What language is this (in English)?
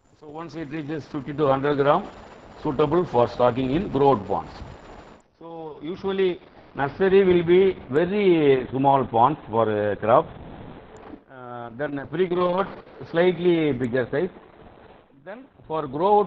English